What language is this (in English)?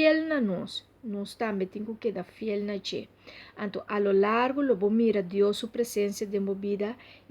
Papiamento